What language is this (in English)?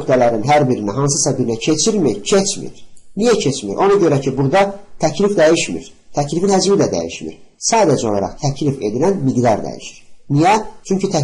Azerbaijani